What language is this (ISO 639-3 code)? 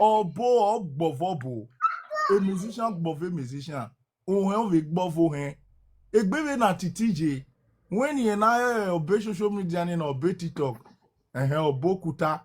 pcm